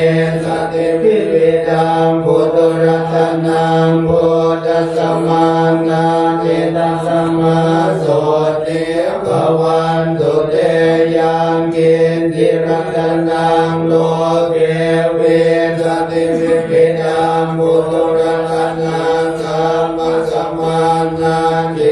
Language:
Pali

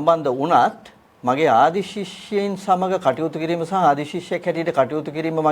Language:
Sinhala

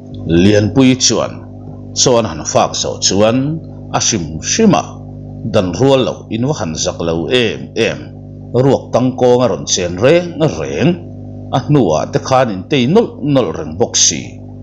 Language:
Mizo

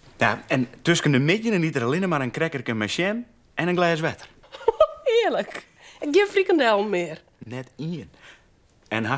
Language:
Western Frisian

